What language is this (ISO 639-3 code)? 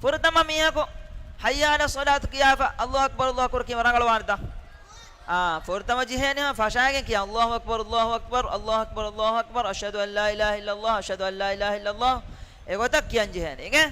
div